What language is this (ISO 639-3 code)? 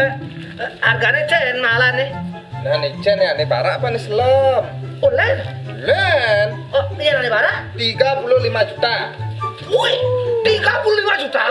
ban